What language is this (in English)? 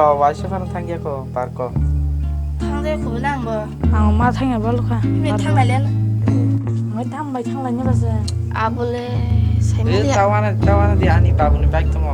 Kok Borok